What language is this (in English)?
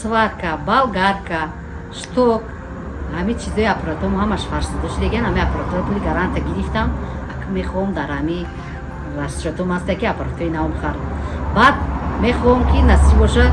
Tajik